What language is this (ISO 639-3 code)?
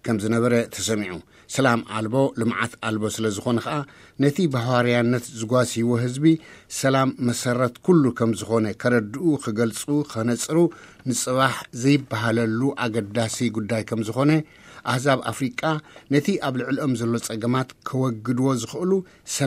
tir